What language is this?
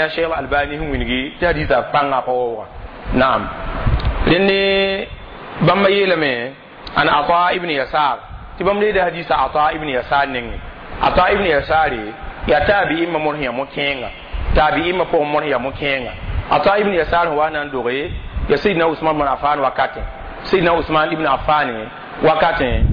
Mossi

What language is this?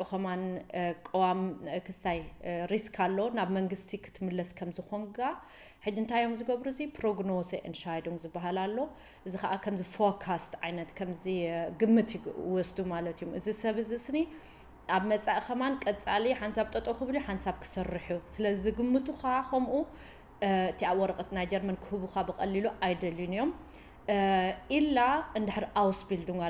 Tigrinya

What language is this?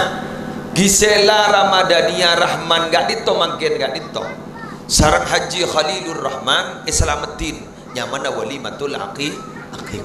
Madurese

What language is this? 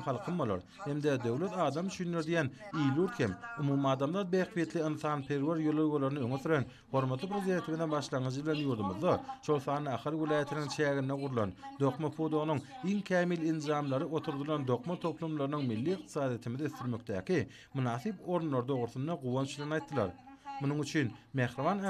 Turkmen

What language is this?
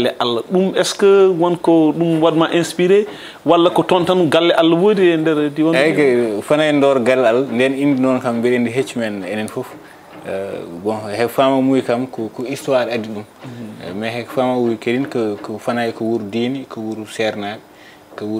Fula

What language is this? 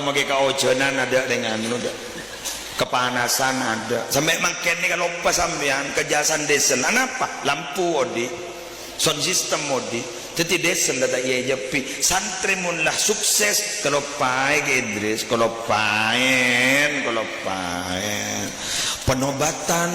Madurese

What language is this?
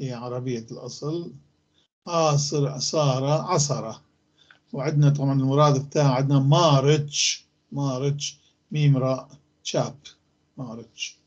North Levantine Arabic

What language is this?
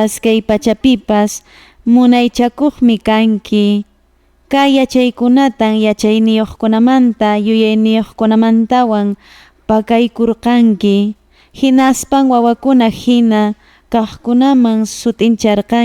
Quechua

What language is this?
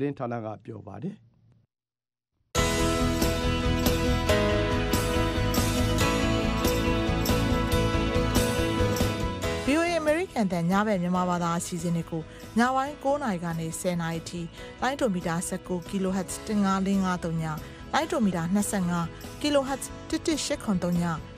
Burmese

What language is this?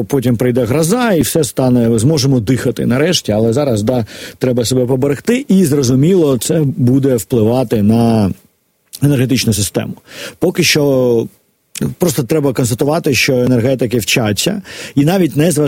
Ukrainian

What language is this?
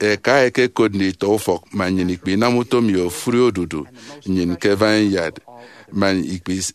Efik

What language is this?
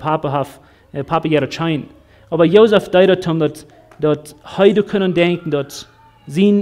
Plautdietsch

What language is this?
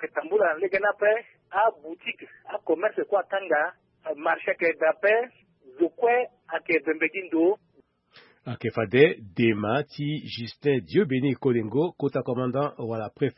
Sango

